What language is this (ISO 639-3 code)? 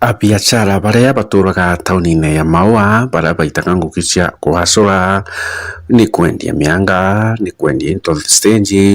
mer